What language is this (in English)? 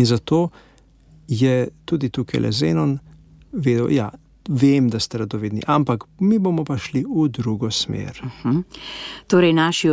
Slovenian